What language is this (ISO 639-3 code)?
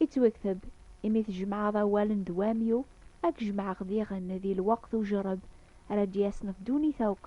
kab